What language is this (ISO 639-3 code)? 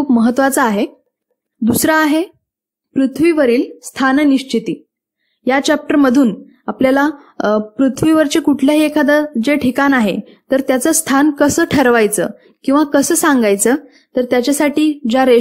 mar